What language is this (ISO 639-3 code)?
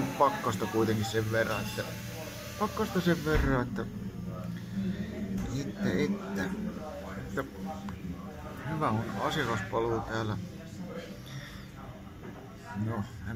fin